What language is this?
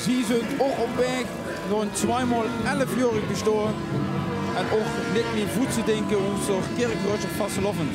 Limburgish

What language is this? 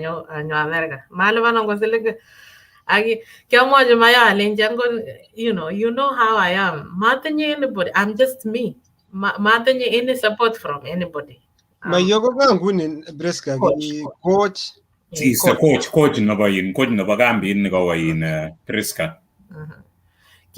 Kalenjin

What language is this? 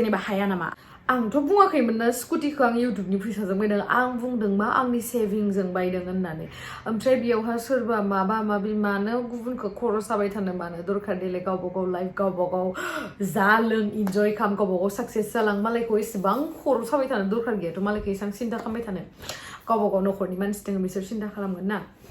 Bodo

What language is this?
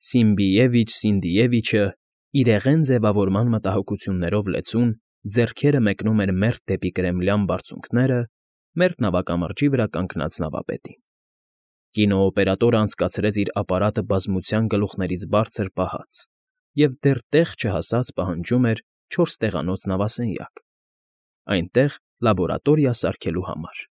Armenian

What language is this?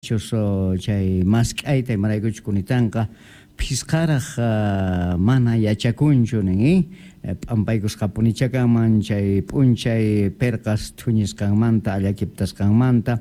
Quechua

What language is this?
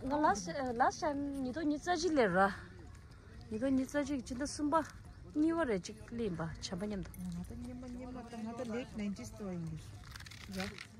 Tibetan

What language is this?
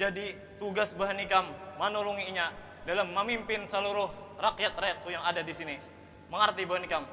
Banjar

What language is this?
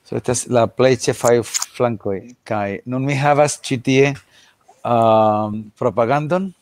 Esperanto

